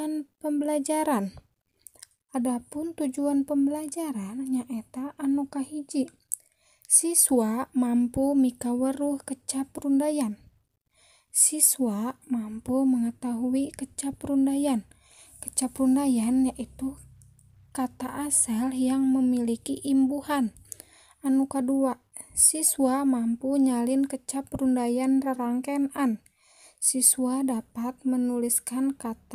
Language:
Sundanese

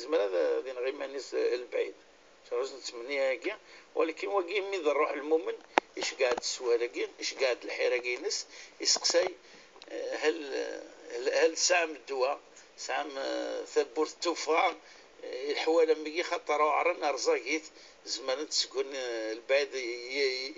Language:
Kabyle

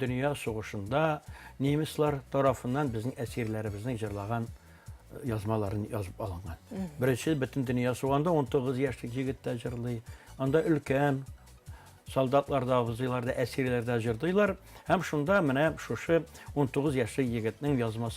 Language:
Tatar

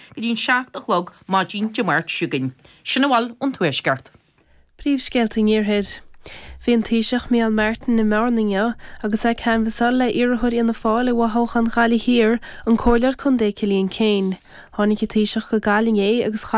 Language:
Irish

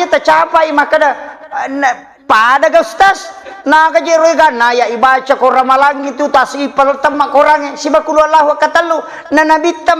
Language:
Buginese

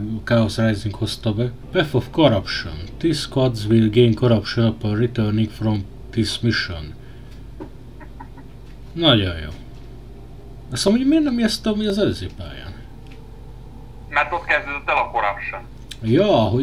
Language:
Hungarian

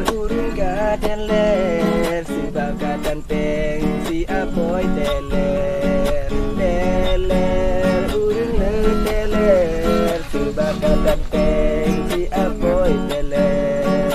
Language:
Achinese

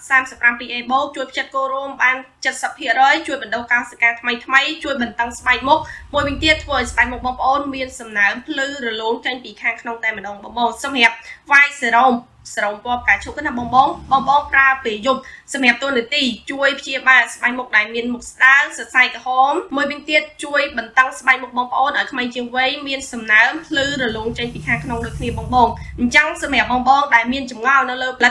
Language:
Khmer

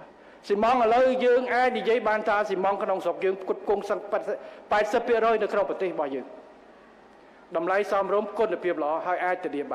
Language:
Khmer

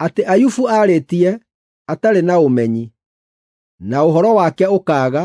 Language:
Kikuyu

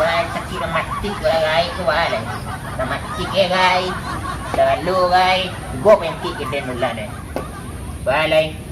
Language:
Minangkabau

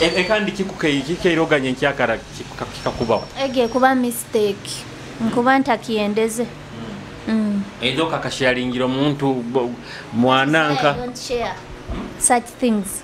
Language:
Nyoro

